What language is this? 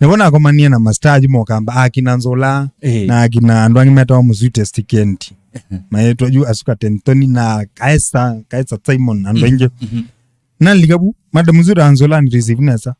Kamba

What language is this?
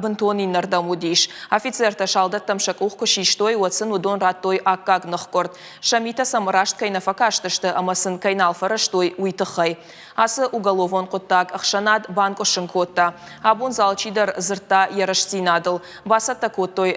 Ossetic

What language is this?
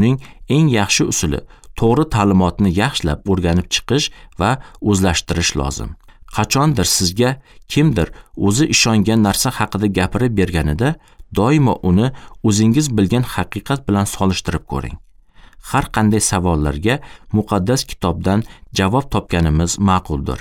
Uzbek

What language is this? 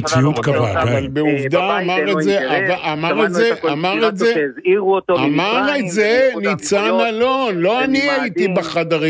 Hebrew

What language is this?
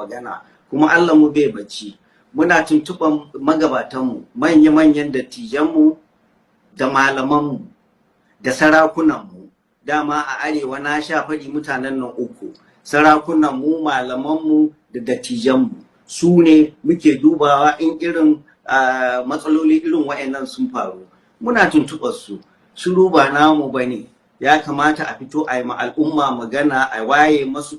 Hausa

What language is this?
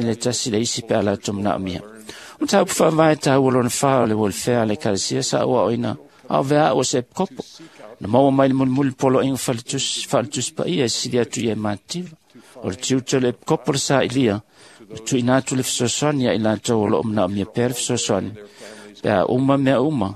Samoan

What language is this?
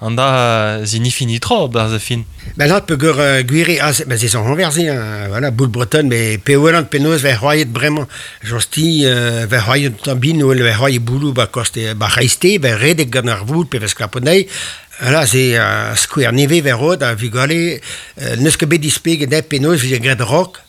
Breton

